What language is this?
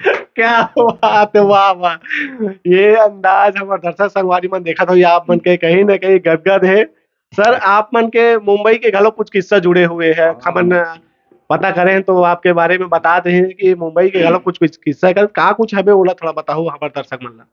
Chhattisgarhi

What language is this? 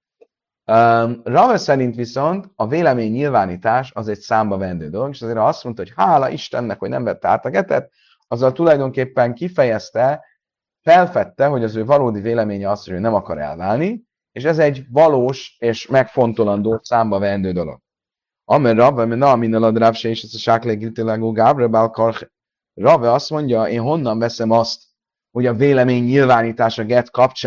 Hungarian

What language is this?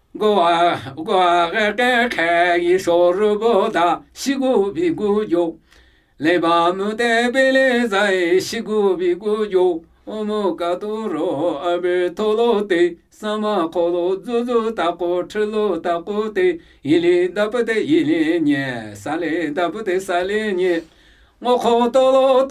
Namuyi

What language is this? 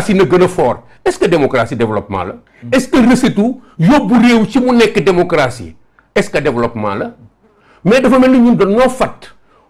Wolof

